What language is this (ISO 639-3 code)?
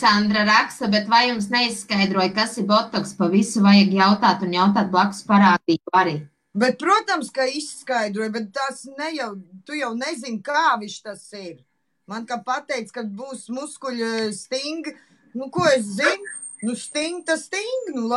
lav